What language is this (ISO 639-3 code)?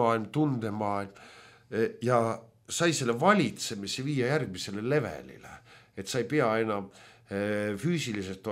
est